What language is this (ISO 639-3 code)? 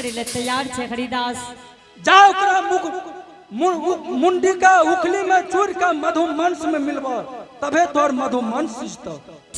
anp